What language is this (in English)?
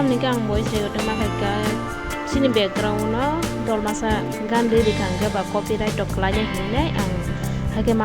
Kok Borok